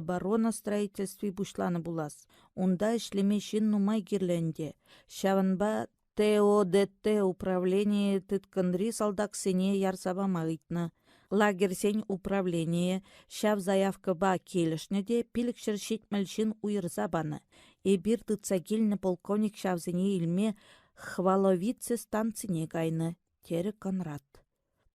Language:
Chuvash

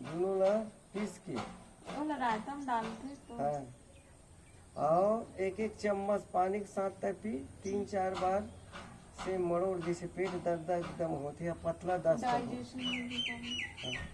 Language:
Chhattisgarhi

